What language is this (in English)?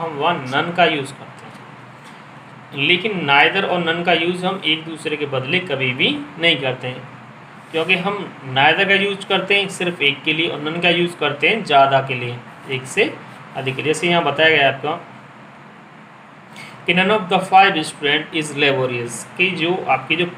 Hindi